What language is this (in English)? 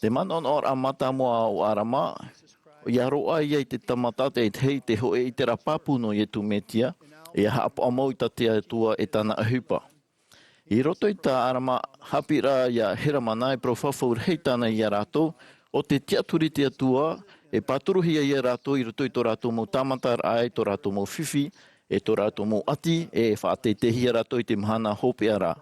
Tahitian